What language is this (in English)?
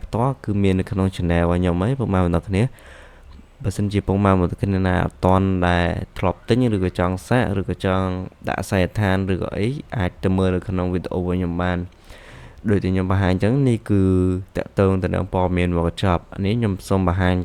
Khmer